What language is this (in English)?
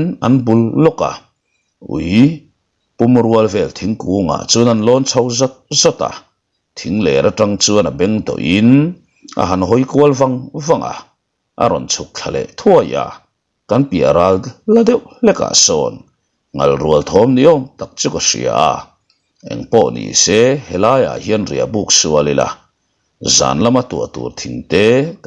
Mizo